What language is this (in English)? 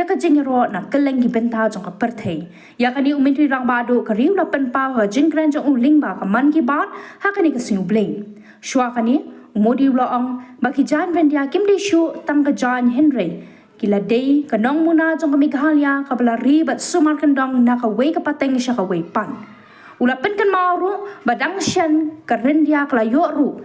Khasi